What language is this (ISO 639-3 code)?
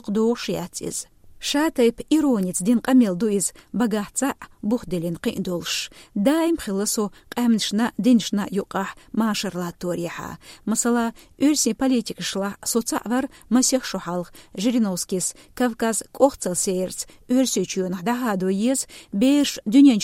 che